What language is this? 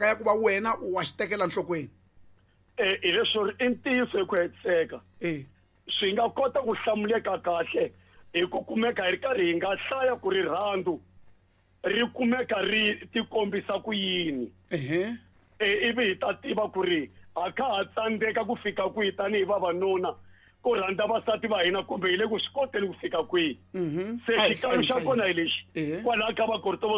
Tsonga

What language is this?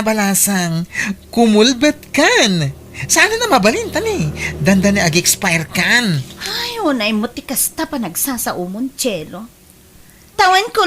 Iloko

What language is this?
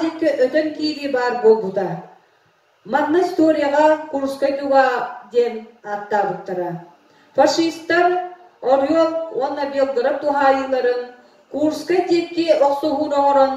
Yakut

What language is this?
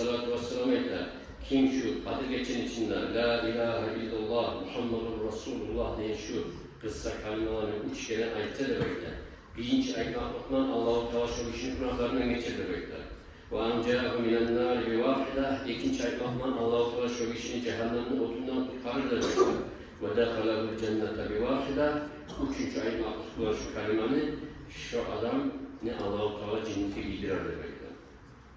Kumyk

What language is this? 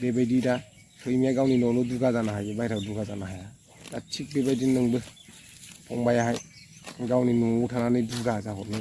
Bodo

